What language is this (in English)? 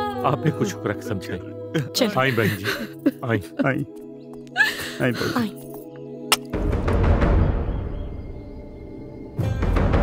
Bhojpuri